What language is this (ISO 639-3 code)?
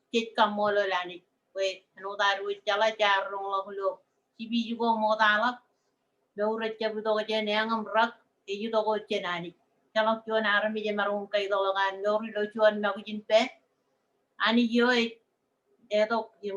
mah